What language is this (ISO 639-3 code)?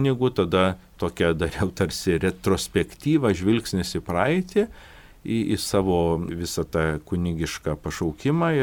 lit